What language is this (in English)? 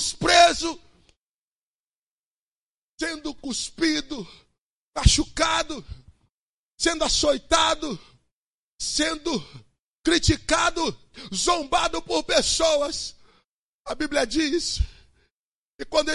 Portuguese